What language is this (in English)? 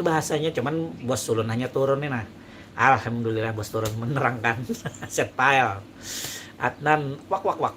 Banjar